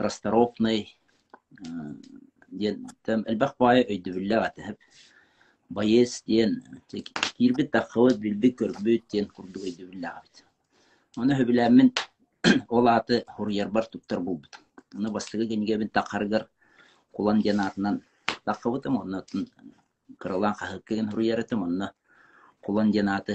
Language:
Yakut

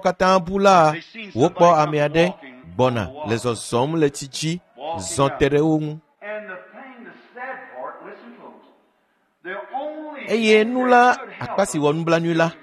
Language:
Ewe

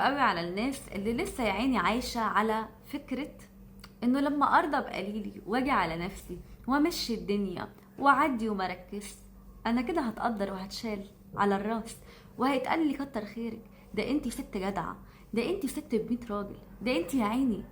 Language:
Egyptian Arabic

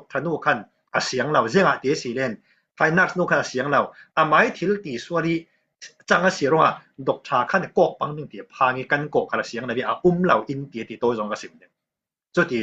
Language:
Falam Chin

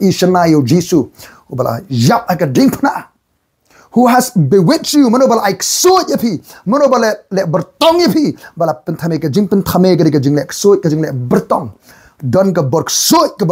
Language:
Khasi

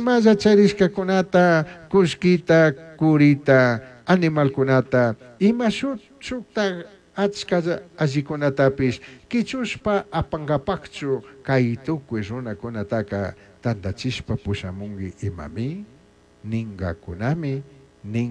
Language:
Chimborazo Highland Quichua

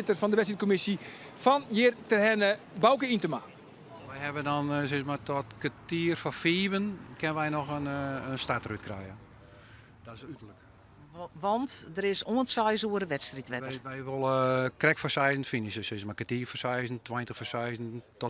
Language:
Western Frisian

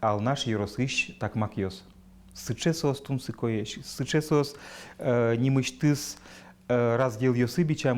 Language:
Udmurt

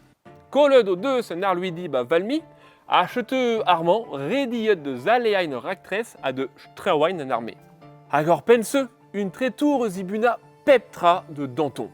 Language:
Breton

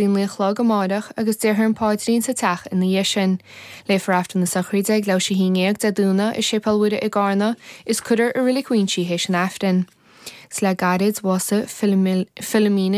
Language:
Irish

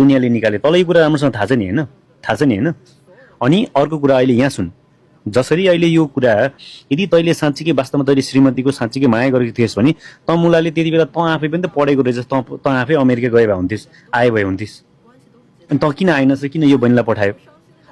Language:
Nepali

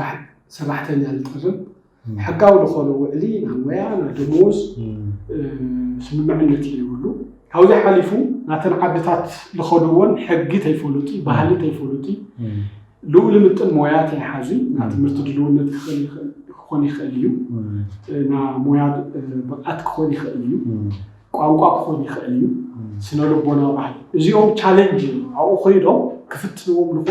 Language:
Tigrinya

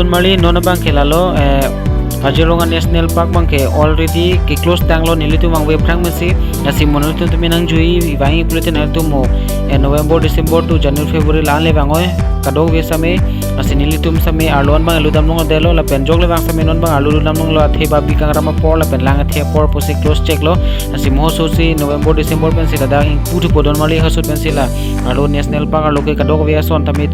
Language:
Karbi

